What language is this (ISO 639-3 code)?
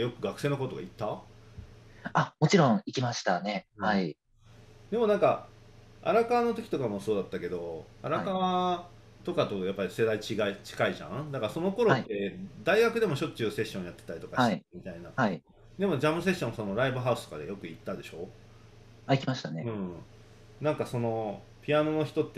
jpn